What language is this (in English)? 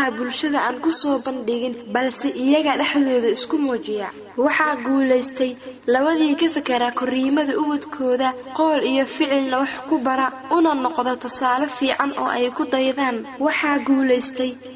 Somali